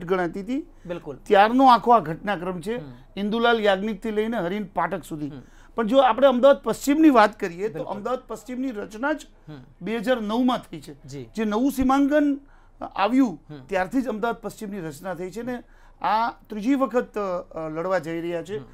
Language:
Gujarati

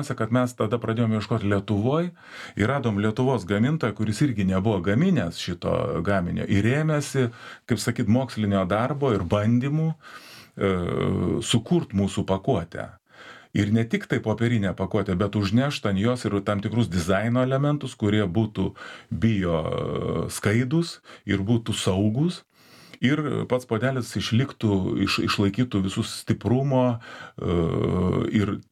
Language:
Lithuanian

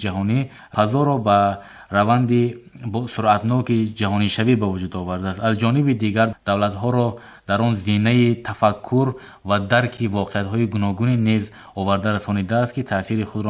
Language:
Tajik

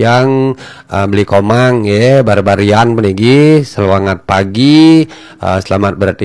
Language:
Balinese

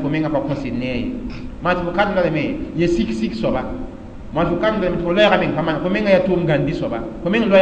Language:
Mossi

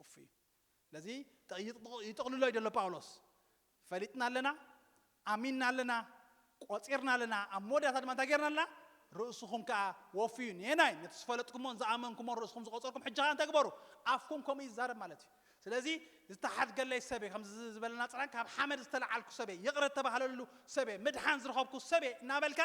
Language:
Tigrinya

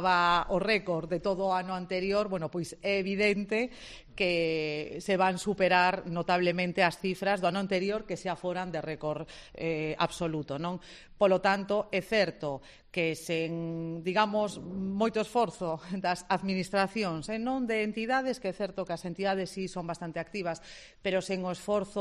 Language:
Galician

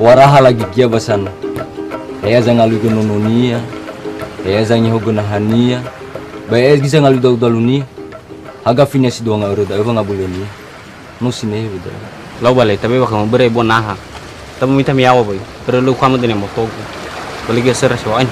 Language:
Nias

